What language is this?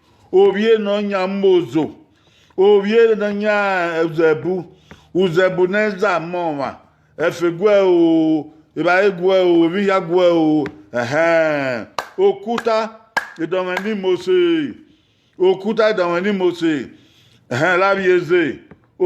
Bini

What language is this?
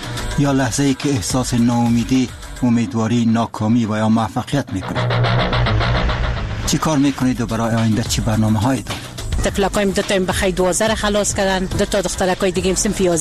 Persian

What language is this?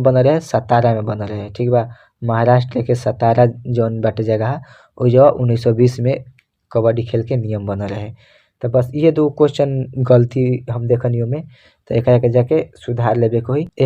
Bhojpuri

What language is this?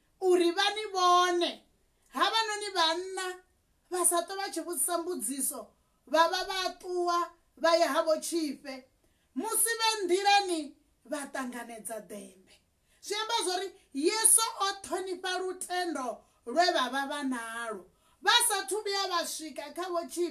Venda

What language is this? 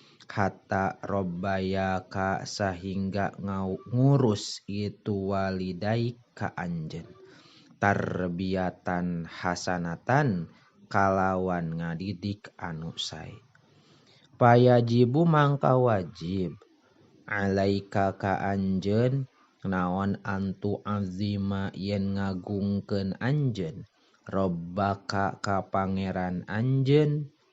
Sundanese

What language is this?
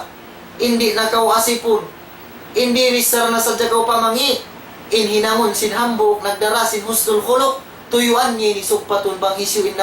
Tausug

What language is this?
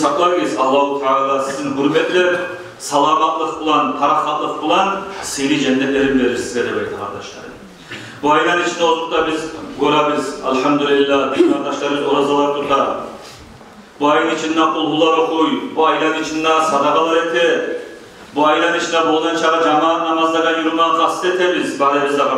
Kumyk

